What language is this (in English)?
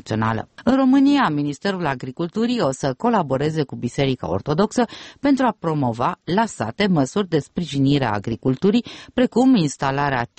Romanian